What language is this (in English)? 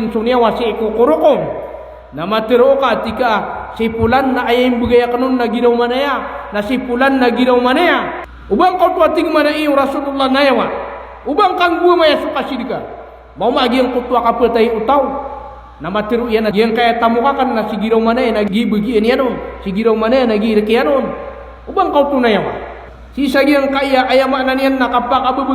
Maranao